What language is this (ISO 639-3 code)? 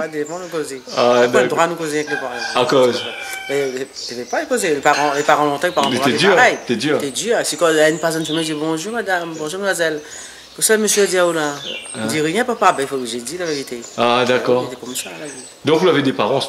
rcf